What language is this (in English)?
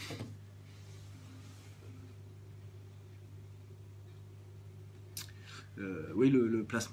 French